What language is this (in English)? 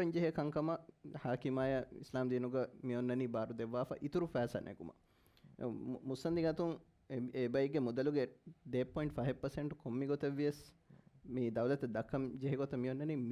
Divehi